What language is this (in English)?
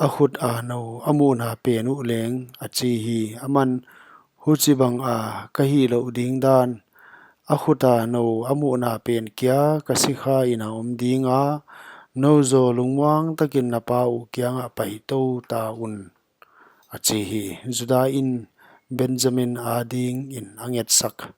Paite Chin